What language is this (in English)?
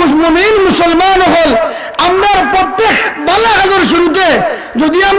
Sylheti